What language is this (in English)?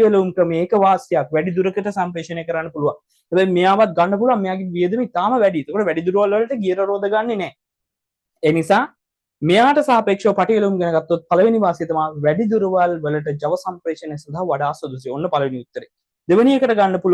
Sinhala